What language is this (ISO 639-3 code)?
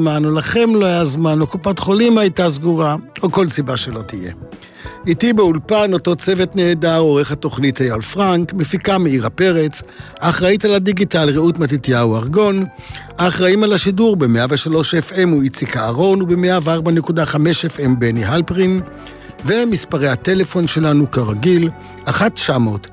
heb